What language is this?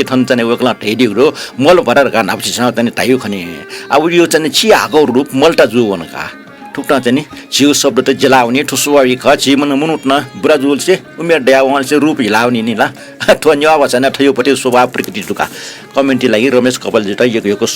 Newari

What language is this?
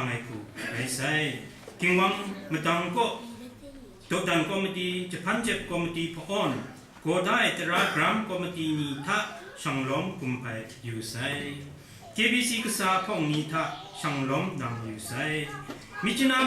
Kachin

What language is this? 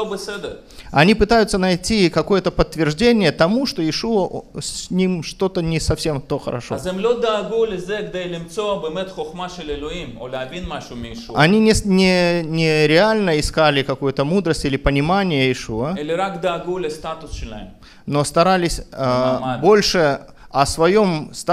Russian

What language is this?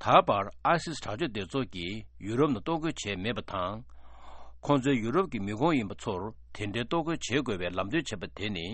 Tibetan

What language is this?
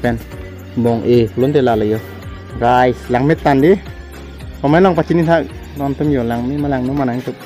Karbi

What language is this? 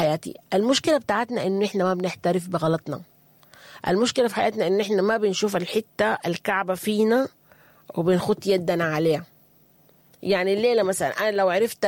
Sudanese Arabic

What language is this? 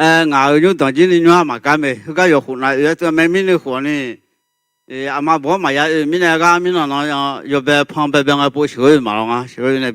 Akha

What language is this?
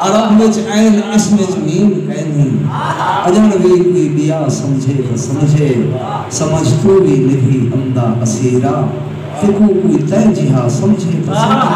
Saraiki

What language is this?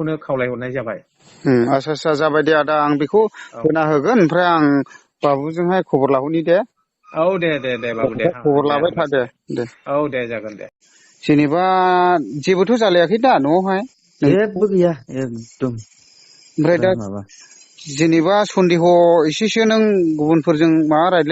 Bodo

